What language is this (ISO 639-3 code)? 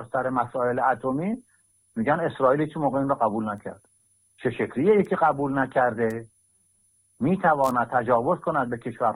fas